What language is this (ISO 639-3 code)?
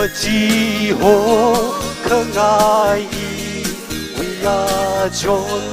nmf